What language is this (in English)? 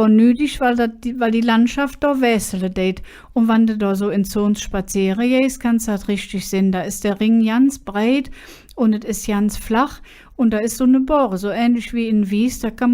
Colognian